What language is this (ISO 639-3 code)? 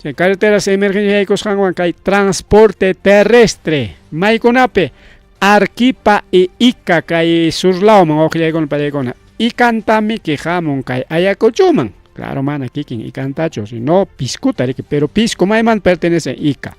quy